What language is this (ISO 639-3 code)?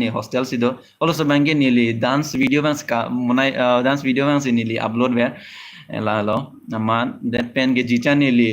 mjw